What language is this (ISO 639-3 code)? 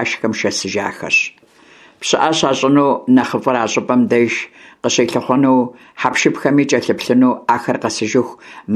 kbd